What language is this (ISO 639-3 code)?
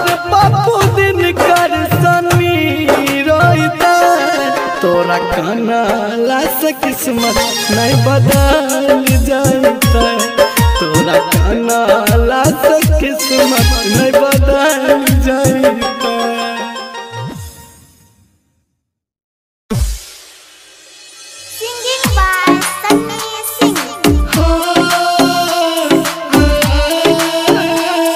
bho